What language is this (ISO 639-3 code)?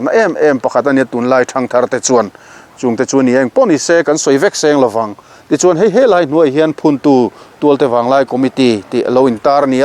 lus